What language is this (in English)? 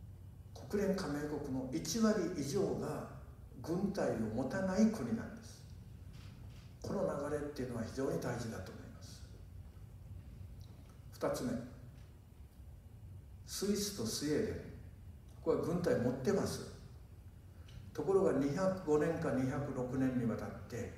Japanese